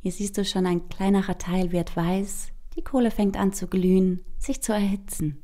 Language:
Swiss German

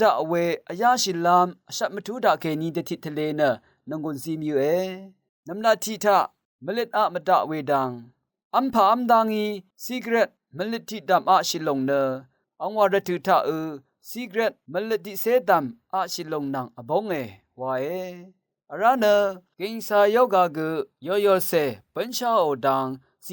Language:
Rawang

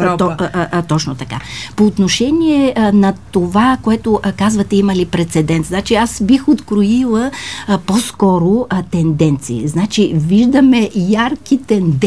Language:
Bulgarian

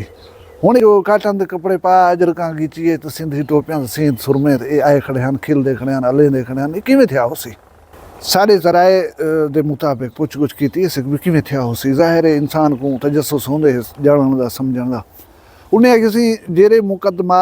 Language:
Saraiki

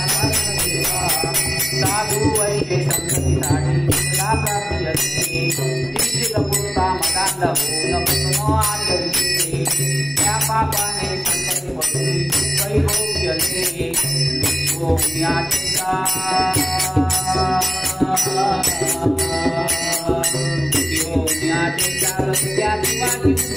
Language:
Marathi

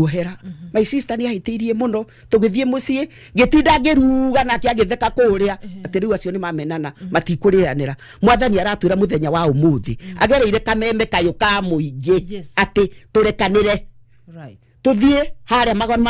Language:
Kikuyu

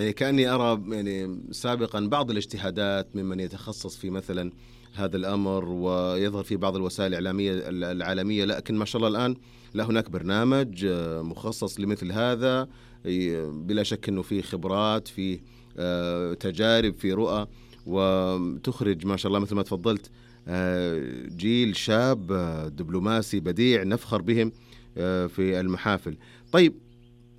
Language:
Najdi Arabic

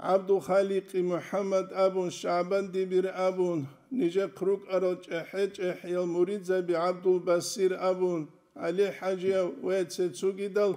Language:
Avaric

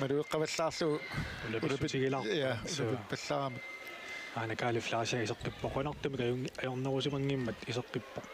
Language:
Kalaallisut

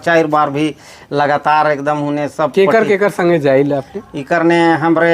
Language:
Sadri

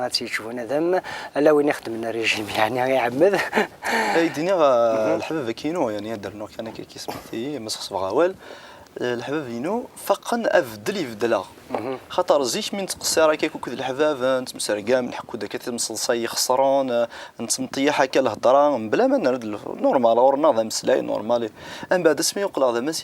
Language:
Kabyle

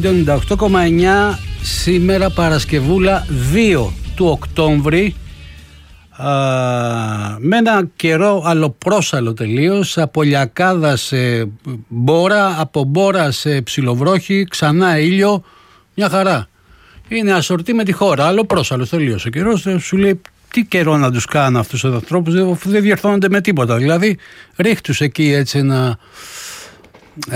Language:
Greek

